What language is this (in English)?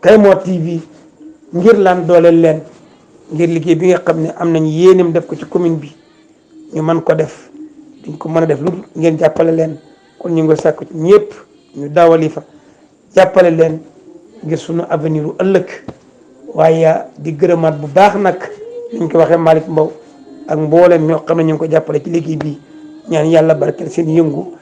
Wolof